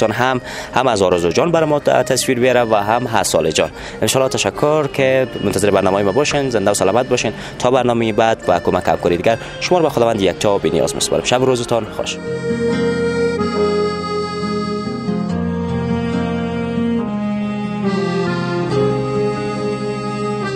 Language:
Persian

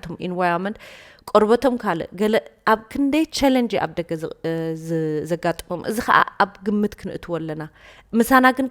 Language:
Tigrinya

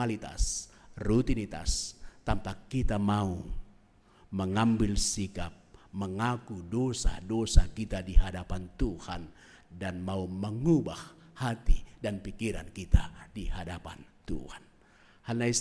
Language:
Batak Simalungun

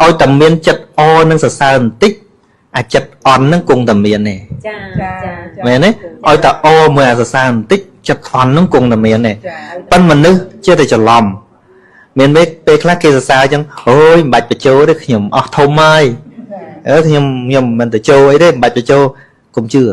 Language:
Khmer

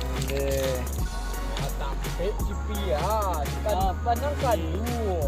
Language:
Minangkabau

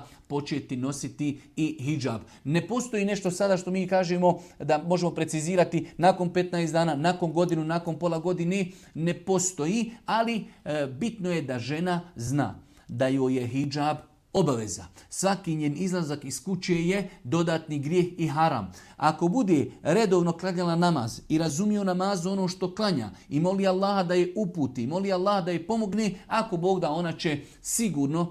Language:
Serbian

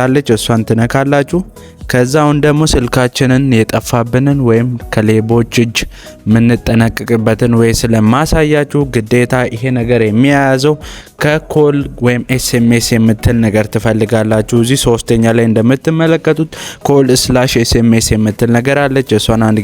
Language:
Amharic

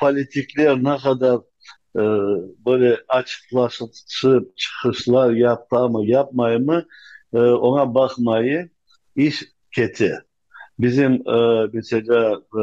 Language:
Crimean Tatar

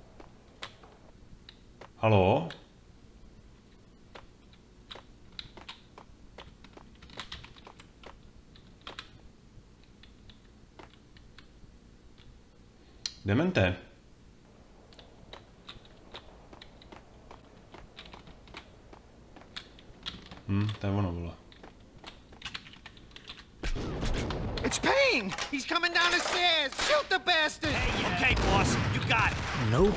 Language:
Czech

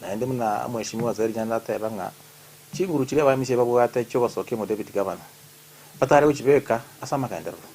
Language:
Gusii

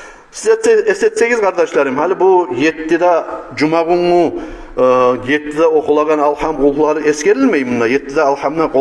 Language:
Kumyk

